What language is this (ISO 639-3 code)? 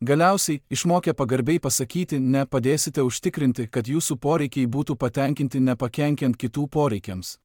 lit